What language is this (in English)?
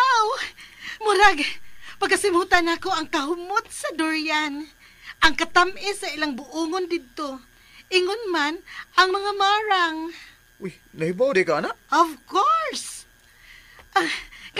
Cebuano